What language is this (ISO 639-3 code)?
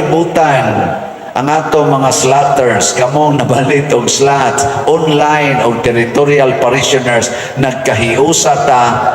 ceb